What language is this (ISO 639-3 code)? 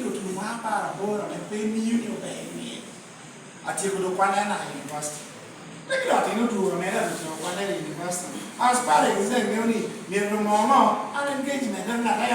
laj